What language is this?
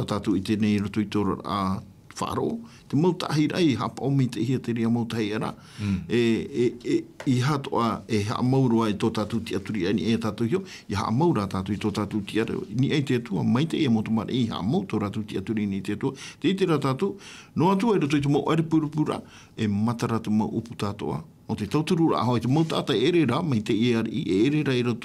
Tahitian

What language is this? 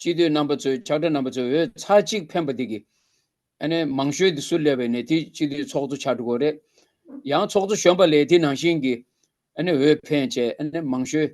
Tibetan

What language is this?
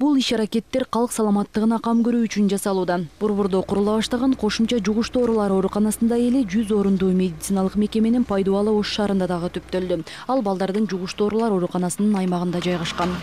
Kyrgyz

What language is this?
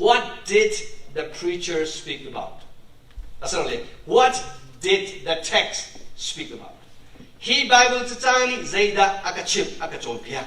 Hakha Chin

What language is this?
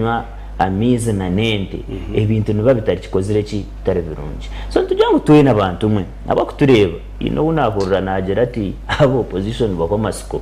Nyankole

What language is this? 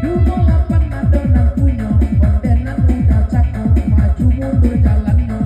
Minangkabau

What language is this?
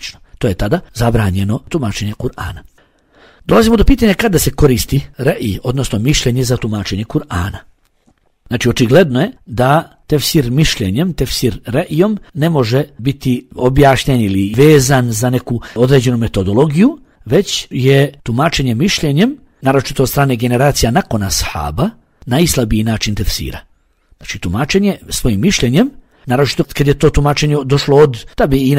Bosnian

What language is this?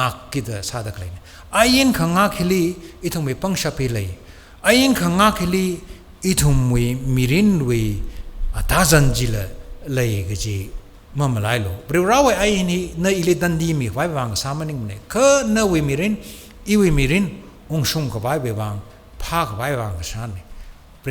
Tangkhul Naga (India)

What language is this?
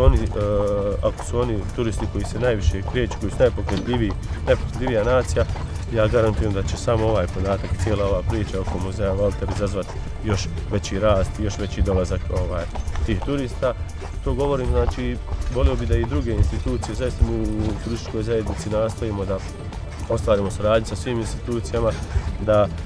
Bosnian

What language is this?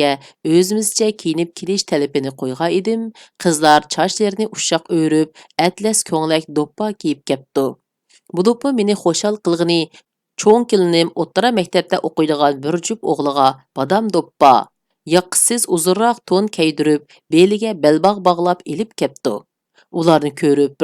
Uyghur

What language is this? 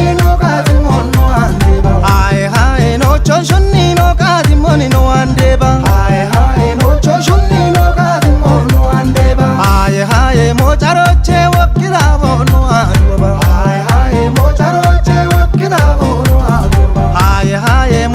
Kafa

